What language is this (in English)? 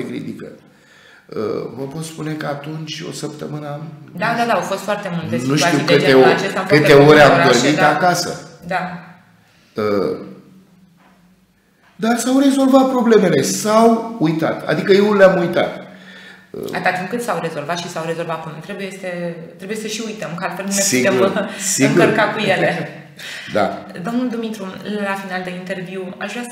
Romanian